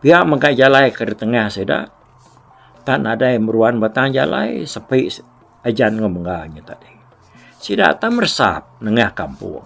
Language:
Iban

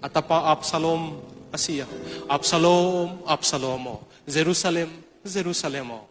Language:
Tedim Chin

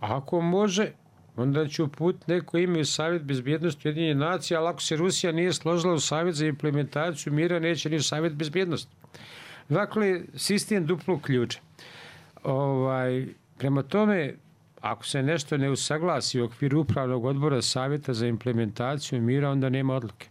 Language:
Bosnian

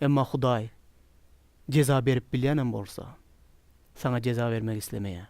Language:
Turkmen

